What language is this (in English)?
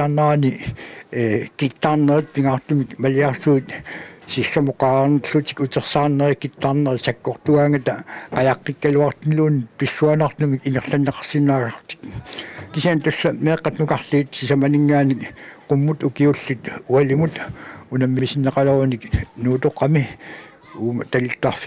Kalaallisut